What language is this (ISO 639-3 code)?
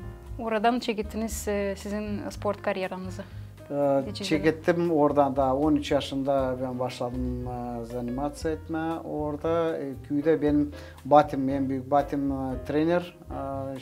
gag